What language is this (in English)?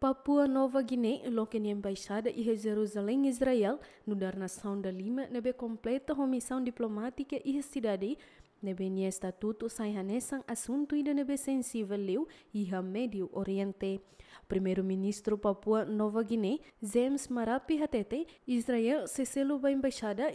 Tetum